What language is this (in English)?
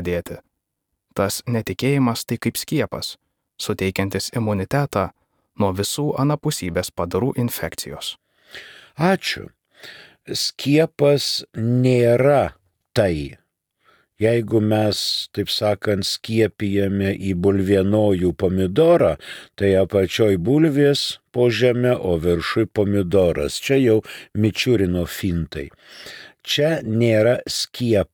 Lithuanian